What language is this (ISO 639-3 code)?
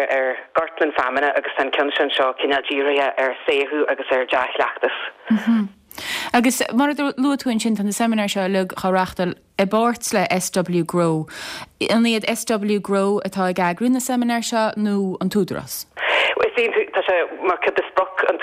gle